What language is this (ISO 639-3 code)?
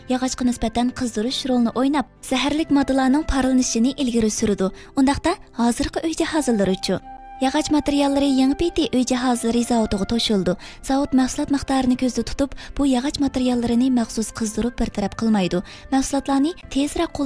uig